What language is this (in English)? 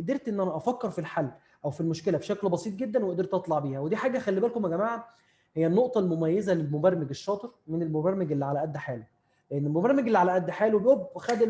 Egyptian Arabic